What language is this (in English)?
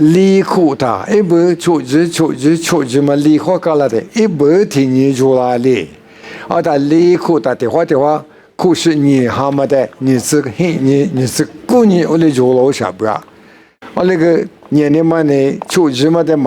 Lisu